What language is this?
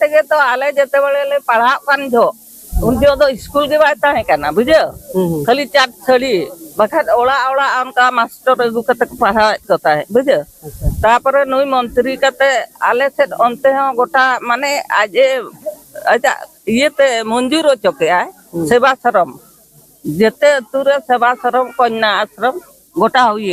Santali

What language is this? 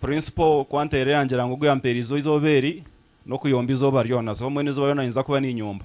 Nyankole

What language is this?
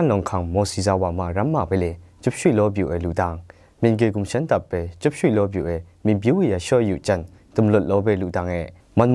Kachin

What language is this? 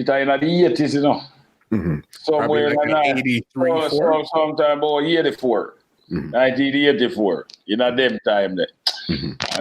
Jamaican Creole English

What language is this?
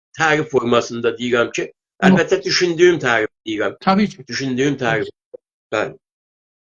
South Azerbaijani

